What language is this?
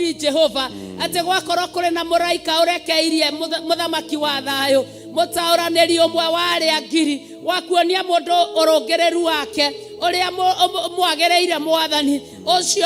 Kikuyu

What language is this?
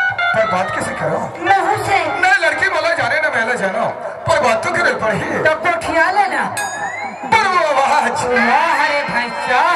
Chhattisgarhi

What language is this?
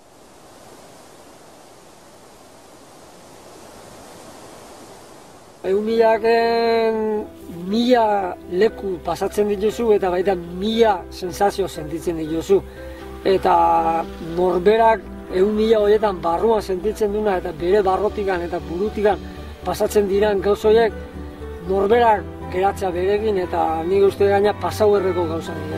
Basque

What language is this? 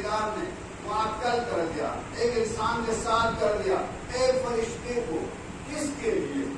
Urdu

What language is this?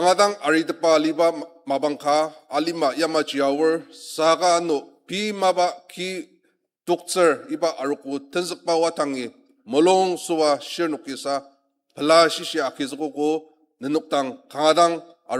Ao Naga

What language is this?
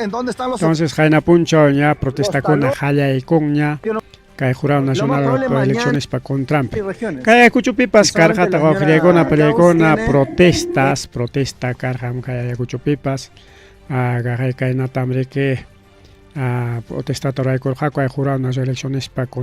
Ayacucho Quechua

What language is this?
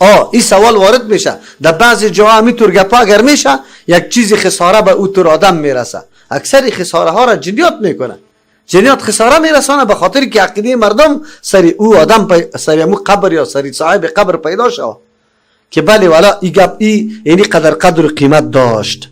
Persian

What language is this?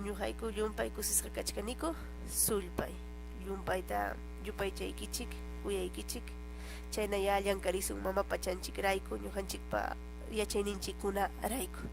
Ayacucho Quechua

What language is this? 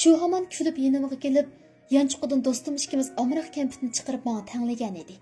Uyghur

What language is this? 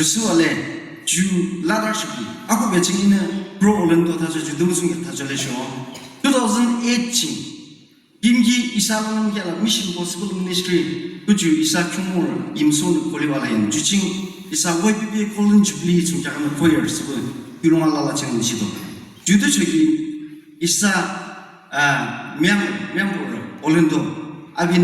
Yimchungru Naga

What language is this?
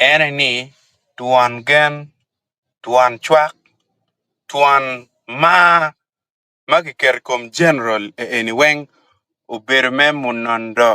Acoli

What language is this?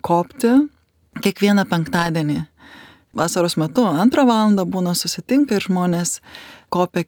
Lithuanian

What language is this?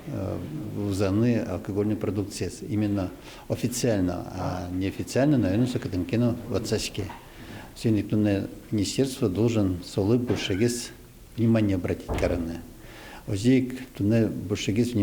Udmurt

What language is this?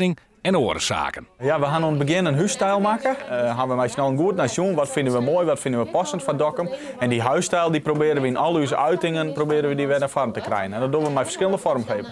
Western Frisian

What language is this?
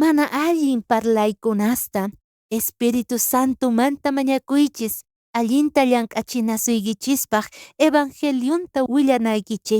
South Bolivian Quechua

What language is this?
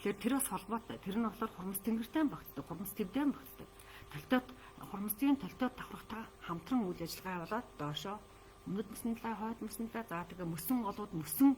Mongolian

